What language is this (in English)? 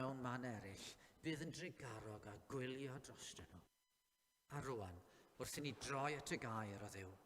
Welsh